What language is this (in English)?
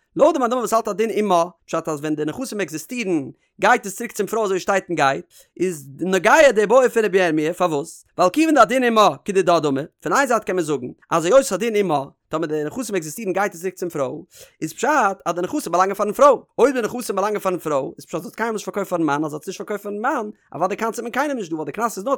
Yiddish